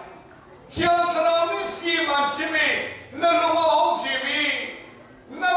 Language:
Hakha Chin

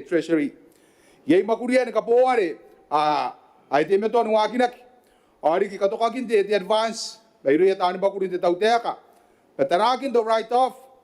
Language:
Gilbertese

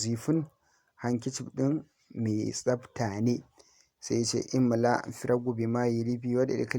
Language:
Hausa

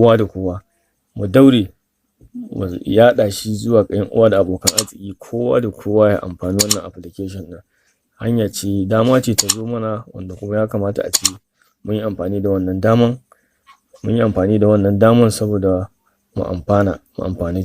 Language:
Hausa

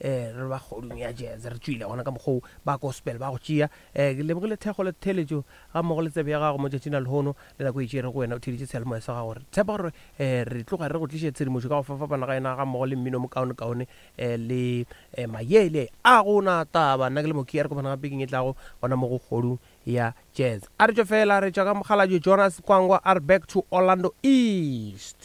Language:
Northern Sotho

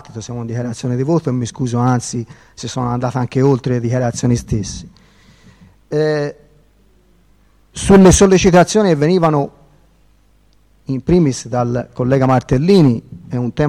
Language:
Italian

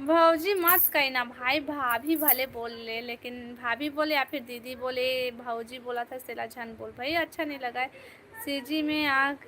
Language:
Chhattisgarhi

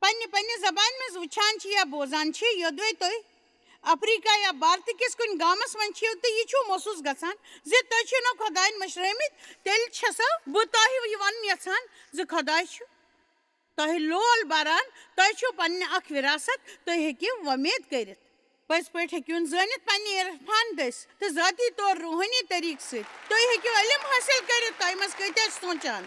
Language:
Kashmiri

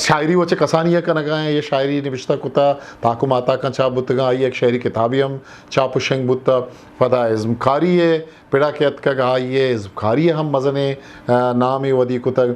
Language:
Eastern Balochi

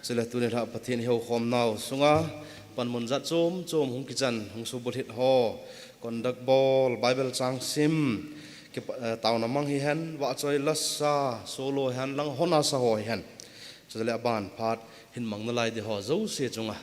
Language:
Thado Chin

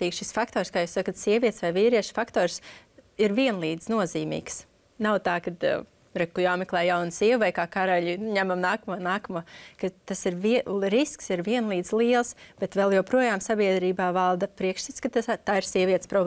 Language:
Latvian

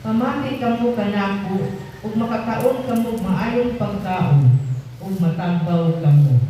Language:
Cebuano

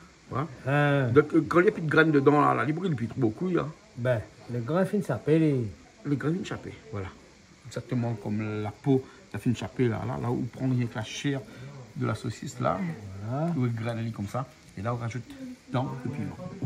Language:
Réunion Creole French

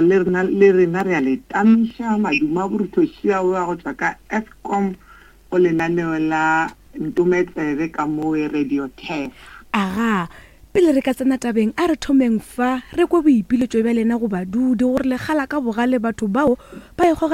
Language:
Northern Sotho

